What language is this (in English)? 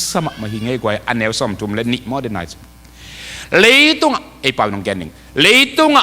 Tedim Chin